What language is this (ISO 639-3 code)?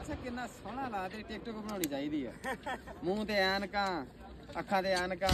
skr